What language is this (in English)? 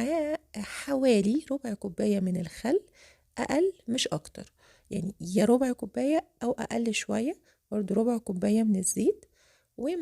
Egyptian Arabic